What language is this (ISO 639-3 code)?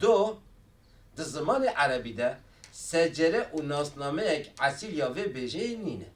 kur